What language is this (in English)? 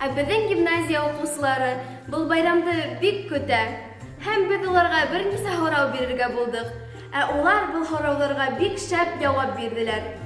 Bashkir